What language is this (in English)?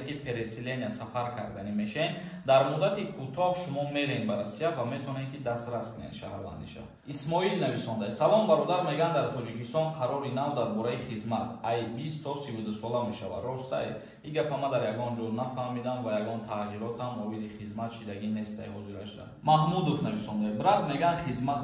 Tajik